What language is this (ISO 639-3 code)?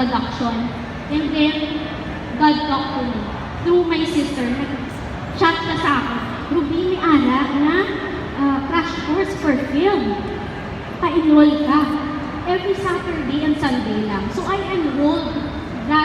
hil